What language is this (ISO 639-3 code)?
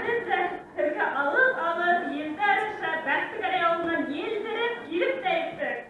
bak